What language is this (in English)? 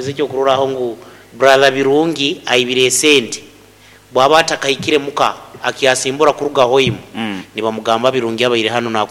Nyoro